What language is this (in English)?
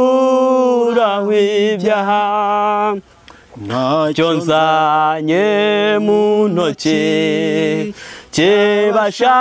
Kinyarwanda